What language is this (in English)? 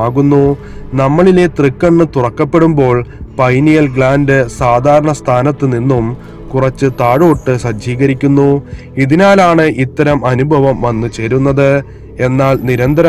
Malayalam